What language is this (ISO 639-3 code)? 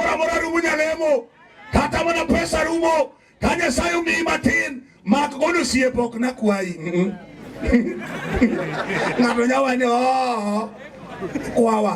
luo